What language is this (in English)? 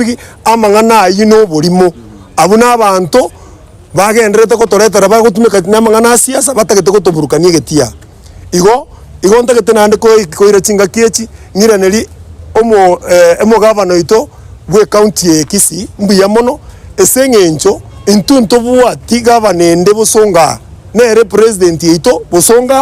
Gusii